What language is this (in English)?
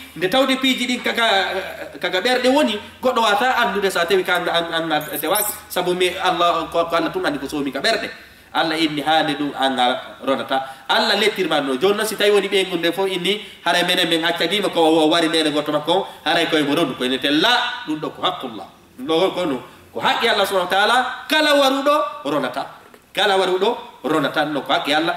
Fula